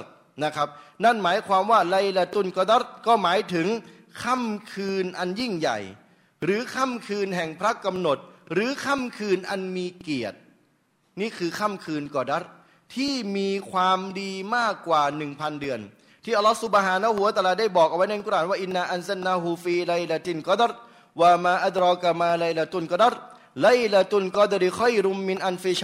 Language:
Thai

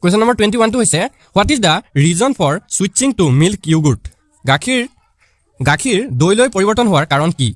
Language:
Assamese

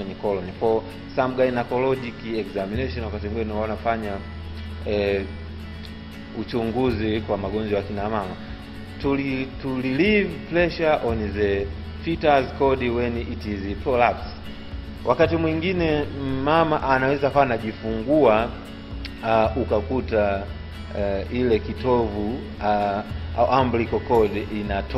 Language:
Swahili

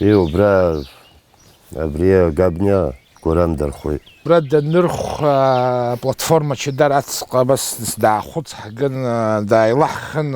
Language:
Abkhazian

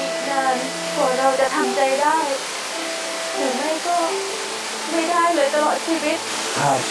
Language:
Thai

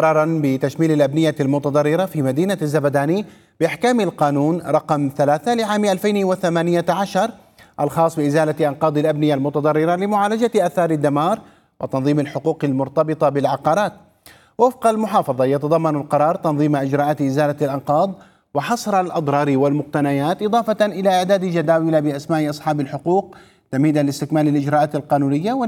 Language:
Arabic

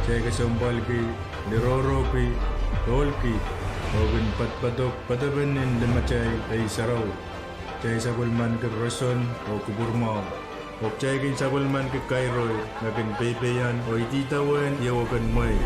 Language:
Pohnpeian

